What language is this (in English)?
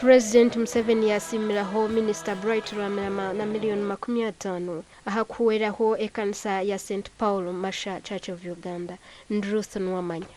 Nyankole